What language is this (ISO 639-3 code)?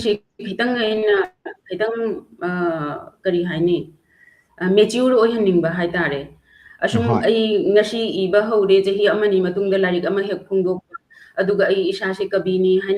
mni